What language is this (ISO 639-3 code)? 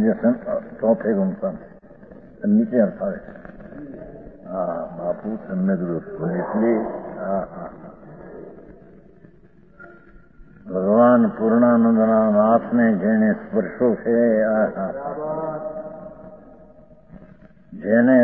guj